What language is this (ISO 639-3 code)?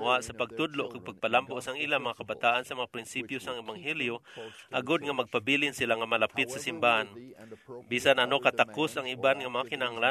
hil